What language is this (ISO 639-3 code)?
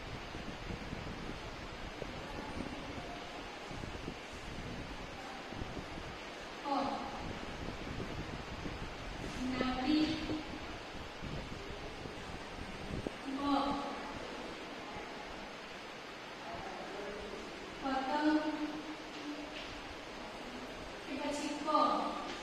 guj